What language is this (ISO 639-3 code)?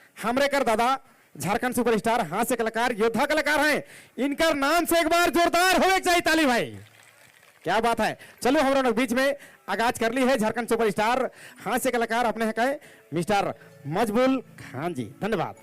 sck